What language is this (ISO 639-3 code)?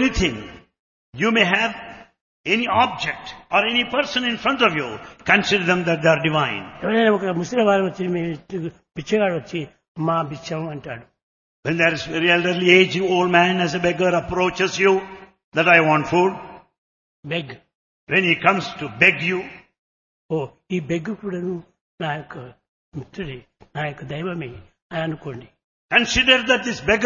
tel